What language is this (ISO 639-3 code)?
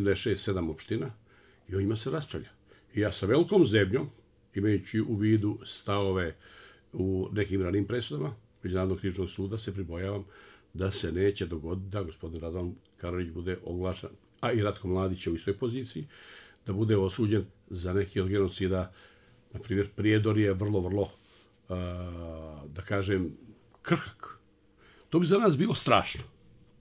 bos